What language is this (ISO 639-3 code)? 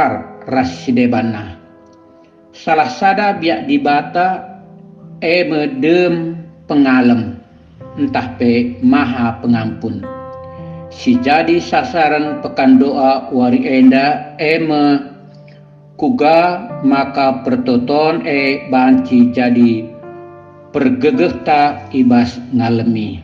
btx